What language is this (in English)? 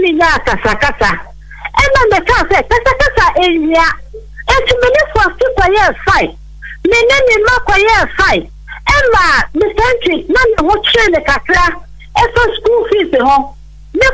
Akan